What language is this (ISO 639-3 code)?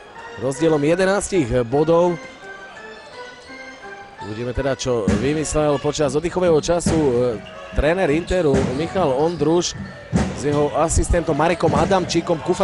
slk